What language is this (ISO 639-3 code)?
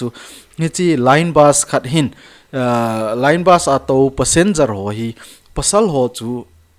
tcz